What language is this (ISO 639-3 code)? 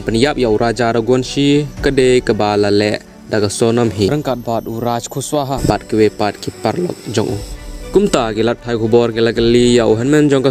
kha